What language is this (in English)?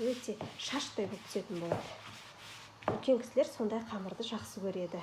Kazakh